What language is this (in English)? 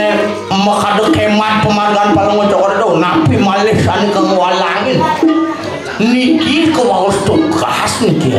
Balinese